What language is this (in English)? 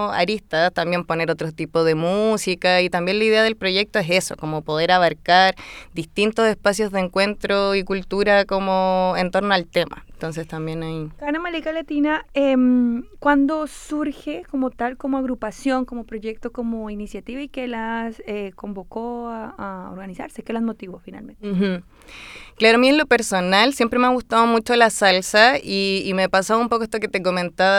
Spanish